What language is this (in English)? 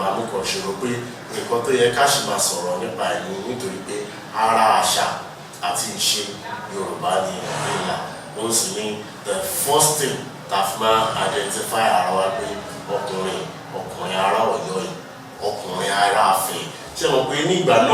Yoruba